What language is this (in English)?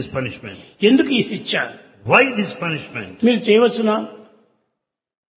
Telugu